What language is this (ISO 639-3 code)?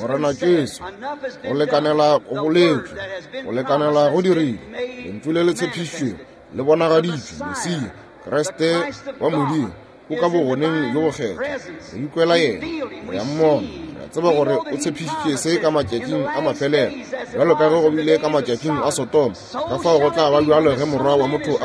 nso